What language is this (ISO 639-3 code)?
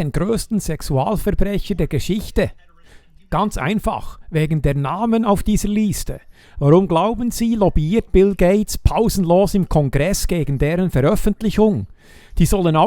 gsw